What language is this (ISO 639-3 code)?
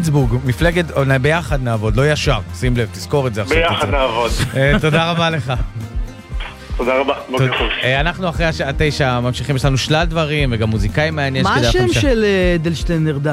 heb